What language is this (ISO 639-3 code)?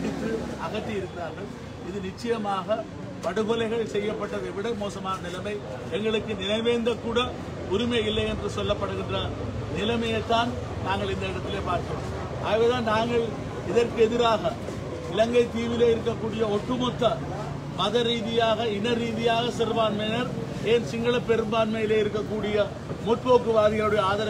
tam